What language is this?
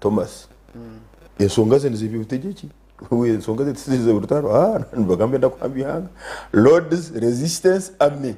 Nyankole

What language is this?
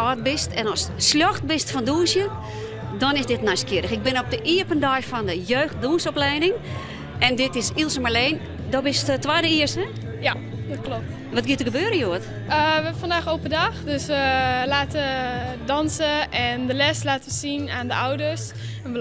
Western Frisian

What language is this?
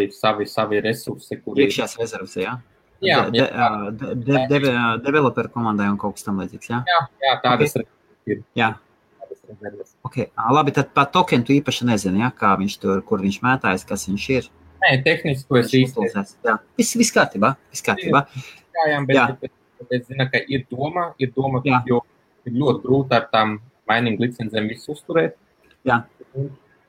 Latvian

